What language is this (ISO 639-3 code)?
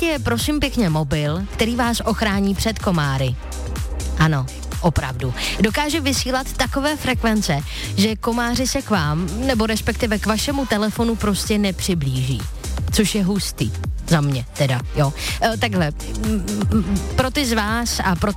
ces